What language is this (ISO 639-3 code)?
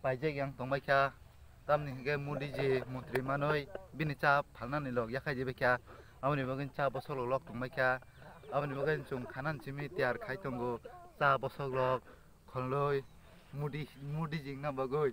trp